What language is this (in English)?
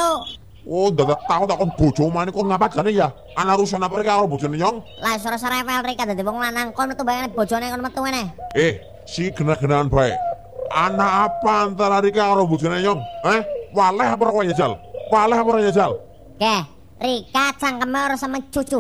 Javanese